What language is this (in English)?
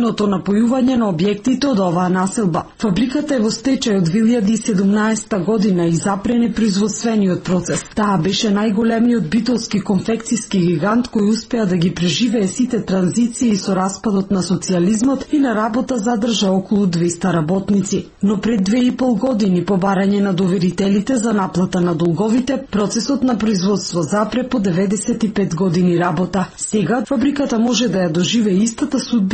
Macedonian